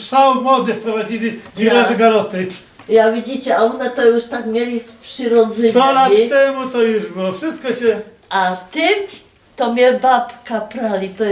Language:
Silesian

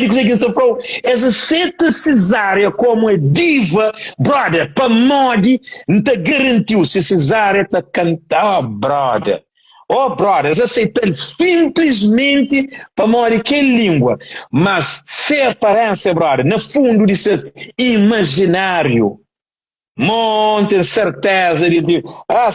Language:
Kabuverdianu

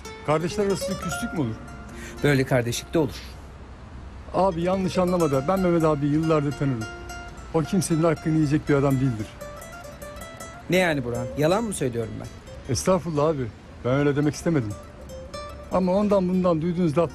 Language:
Turkish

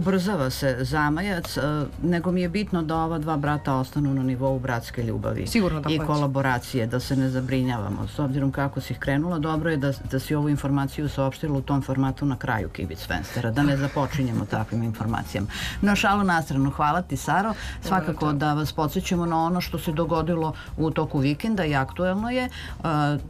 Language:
Serbian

